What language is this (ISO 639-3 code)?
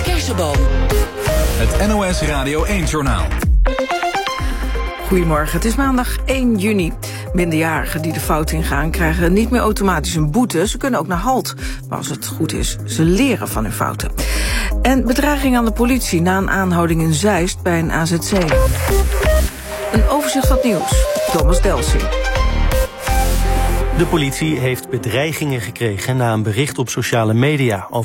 nld